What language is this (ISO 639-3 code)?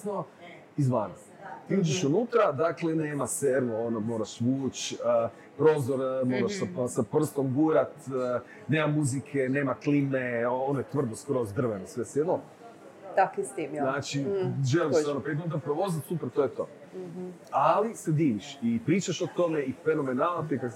hrv